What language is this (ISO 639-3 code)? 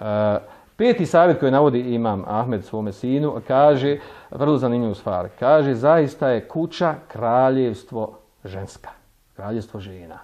bos